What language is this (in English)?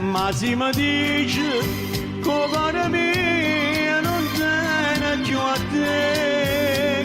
Neapolitan